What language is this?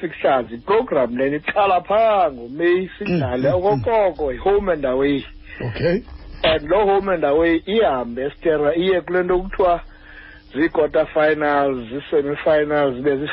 Xhosa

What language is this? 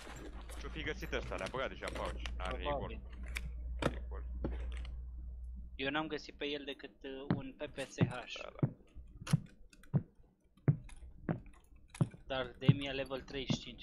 Romanian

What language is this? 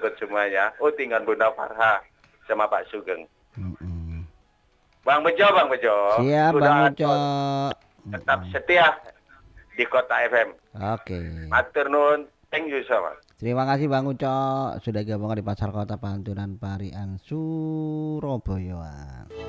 Indonesian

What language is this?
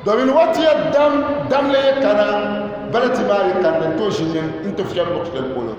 Dagbani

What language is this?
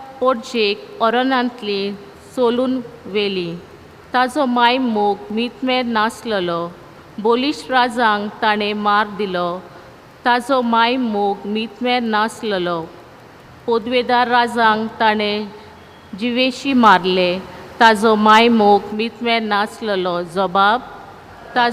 Konkani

